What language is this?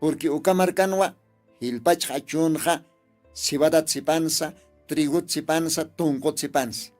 Aymara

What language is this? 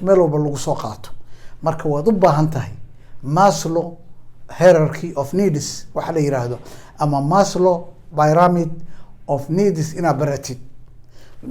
Somali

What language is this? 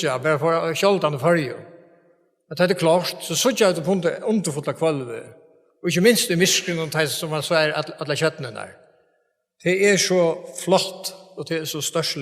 Faroese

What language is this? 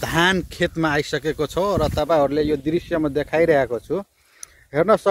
Nepali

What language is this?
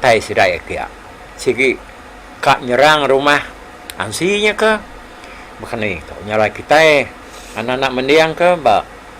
Iban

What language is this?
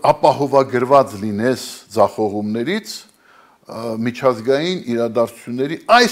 Armenian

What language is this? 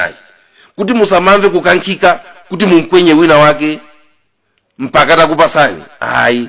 Nyanja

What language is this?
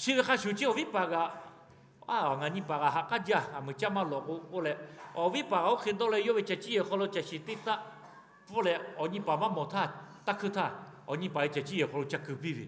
Lahu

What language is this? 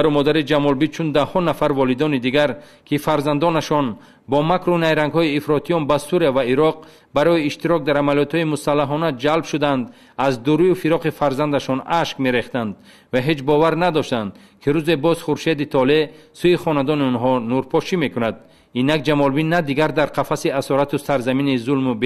Tajik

